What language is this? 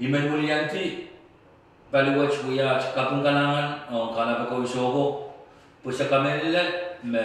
Pohnpeian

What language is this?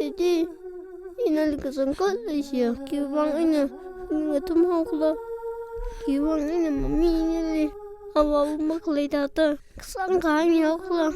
Tangkhul Naga (India)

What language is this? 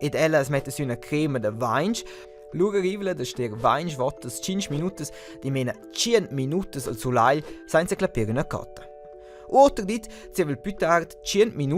Romansh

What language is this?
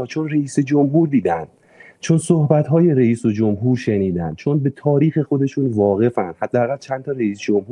Persian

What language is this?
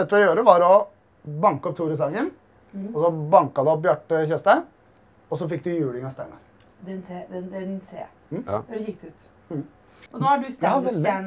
Norwegian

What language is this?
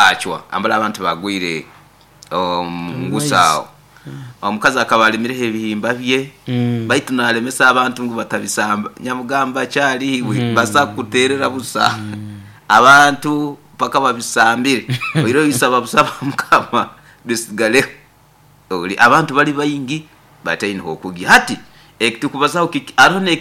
Nyoro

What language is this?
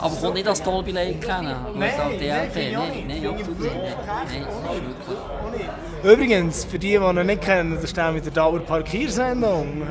Swiss German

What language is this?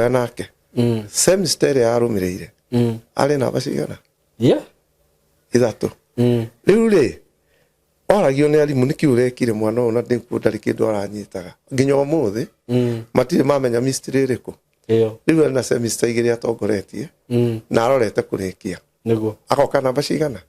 Kikuyu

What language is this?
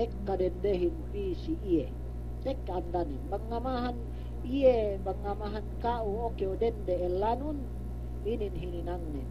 Yakan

